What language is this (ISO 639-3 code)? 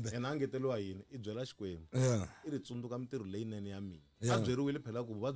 tso